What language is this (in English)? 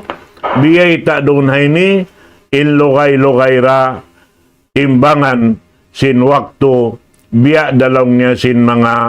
Tausug